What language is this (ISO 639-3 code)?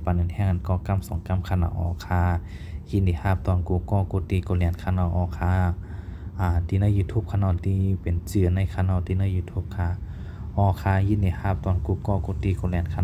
shn